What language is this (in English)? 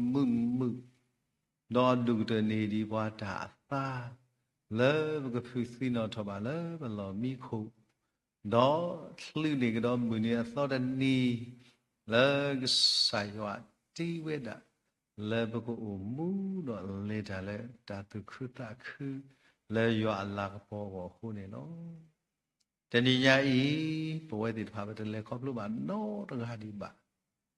S'gaw Karen